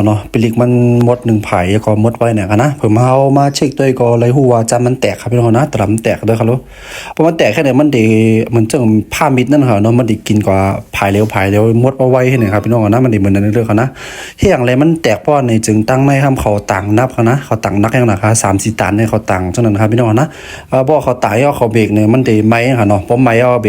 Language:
Shan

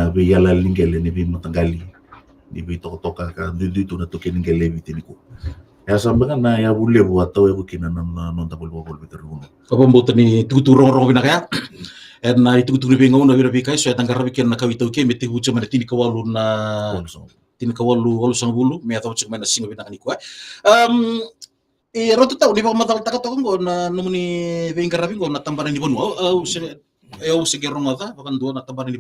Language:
Fijian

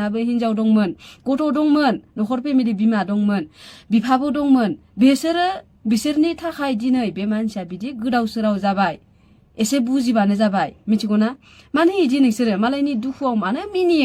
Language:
Bodo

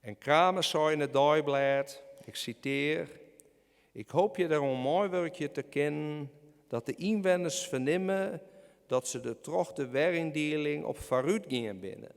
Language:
Western Frisian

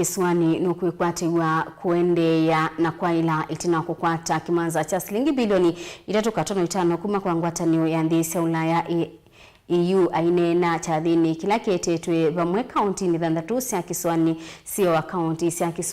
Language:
Kamba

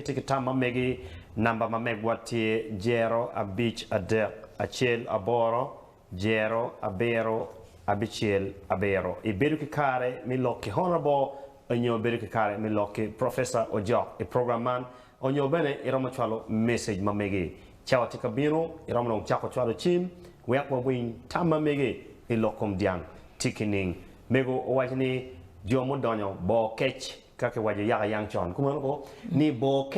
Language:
Acoli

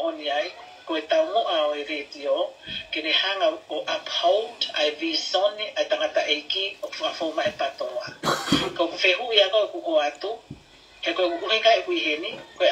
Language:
Tongan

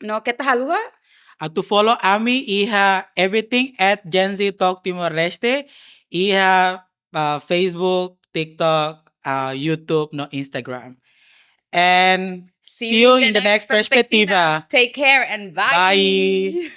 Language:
Tetum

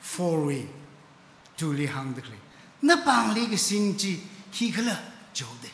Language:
Tangkhul Naga (India)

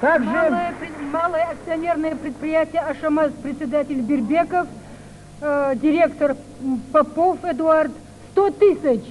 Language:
Kabardian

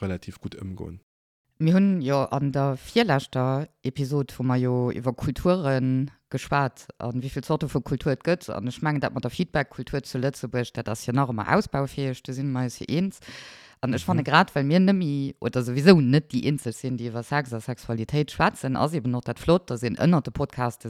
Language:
Luxembourgish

